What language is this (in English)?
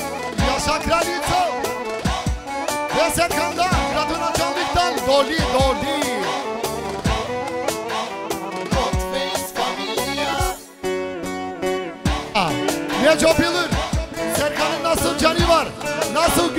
Turkish